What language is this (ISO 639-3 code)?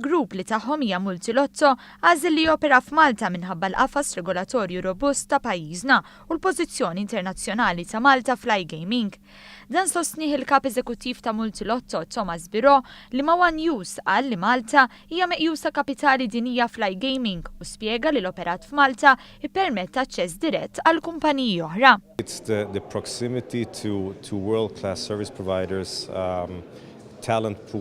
mlt